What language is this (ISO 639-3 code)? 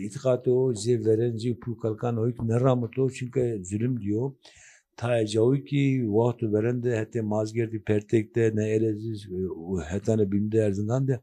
zza